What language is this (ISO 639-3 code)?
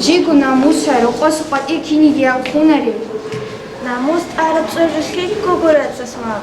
ava